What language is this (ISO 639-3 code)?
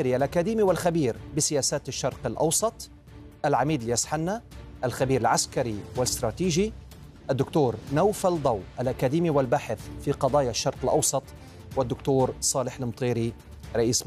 ara